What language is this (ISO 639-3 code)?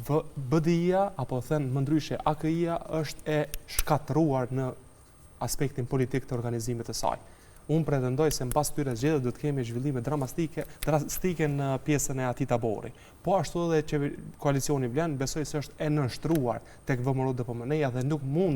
sqi